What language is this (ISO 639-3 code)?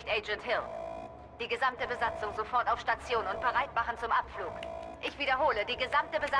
gsw